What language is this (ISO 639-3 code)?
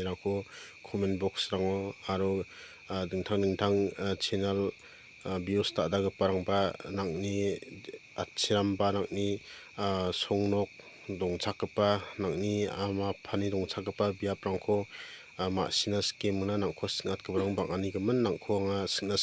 grt